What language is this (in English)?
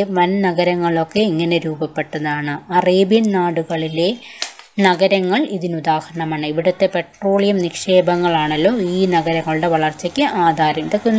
Malayalam